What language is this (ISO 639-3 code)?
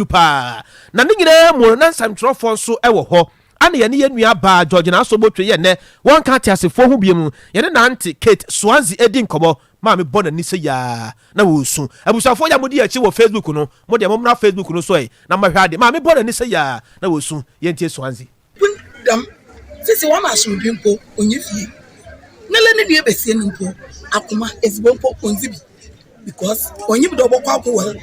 aka